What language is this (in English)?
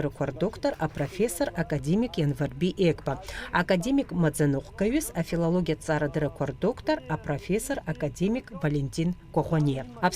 Abkhazian